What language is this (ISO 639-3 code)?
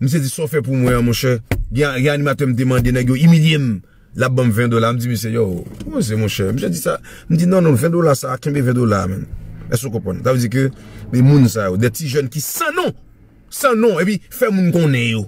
hat